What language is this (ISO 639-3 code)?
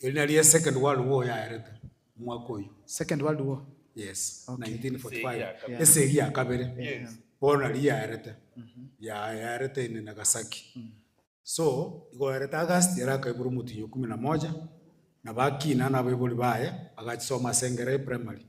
guz